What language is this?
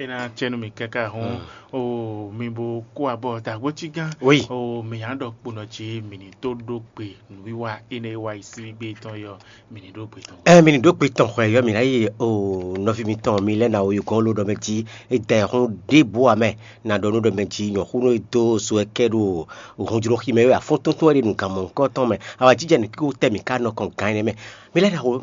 Fon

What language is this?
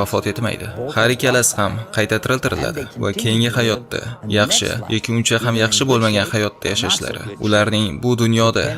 Uzbek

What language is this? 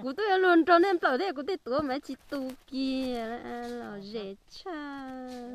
Hmong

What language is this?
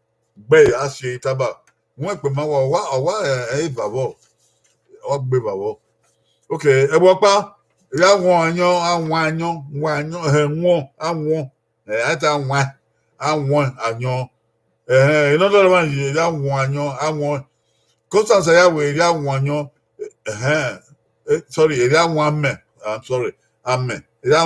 Bini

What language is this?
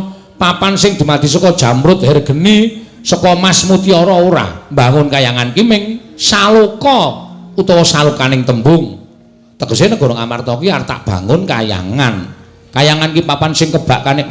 Javanese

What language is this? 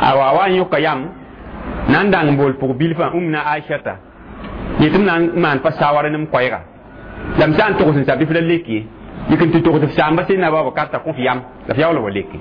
Mossi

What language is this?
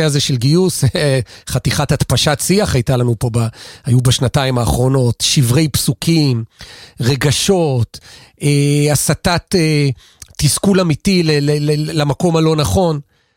Hebrew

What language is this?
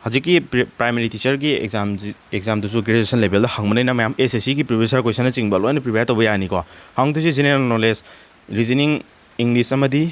Manipuri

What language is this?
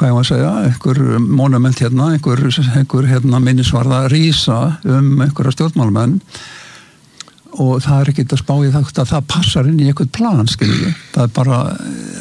Icelandic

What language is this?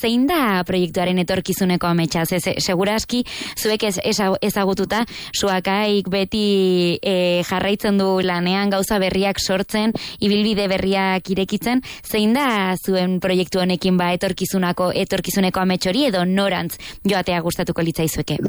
Basque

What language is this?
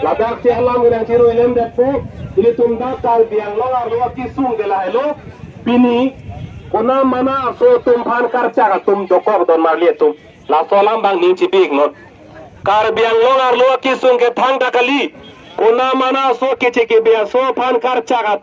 Karbi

